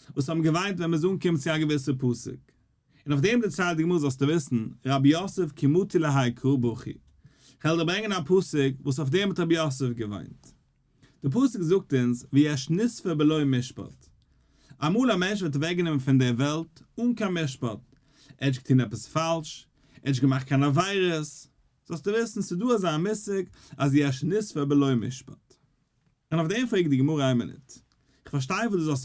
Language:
Yiddish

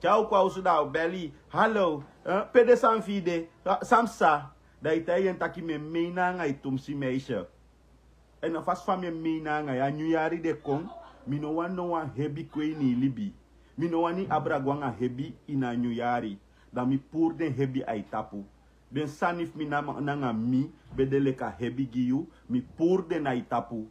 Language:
Sranan Tongo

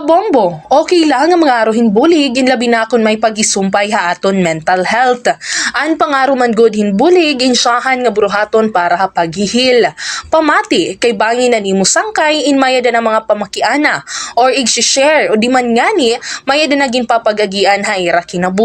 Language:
Waray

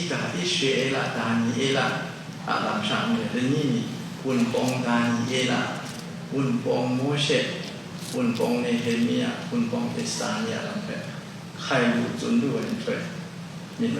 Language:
Kachin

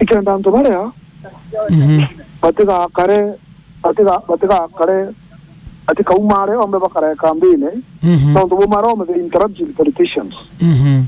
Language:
Meru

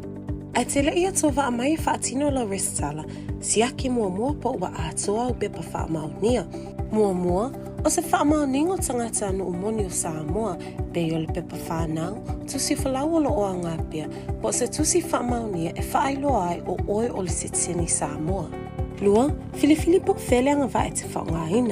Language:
Samoan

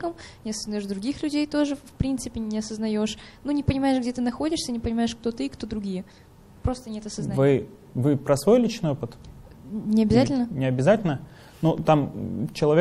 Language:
Russian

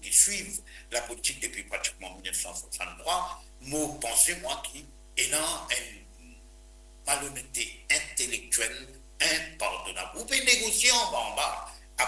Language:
Morisyen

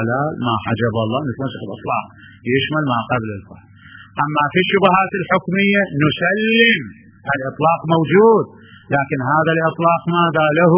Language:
Mesopotamian Arabic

